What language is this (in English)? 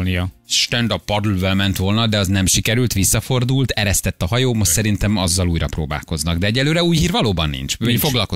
Hungarian